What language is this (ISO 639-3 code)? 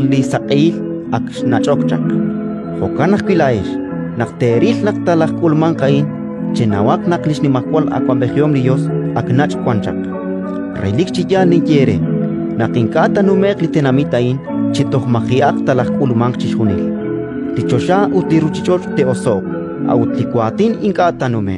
kek